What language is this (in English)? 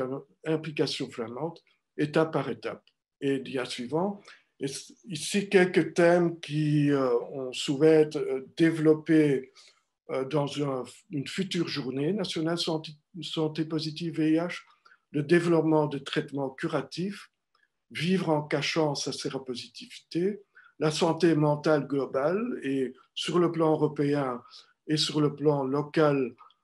French